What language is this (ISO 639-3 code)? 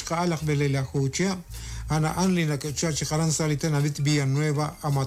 kek